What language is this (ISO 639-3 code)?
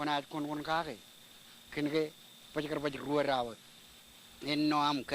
mah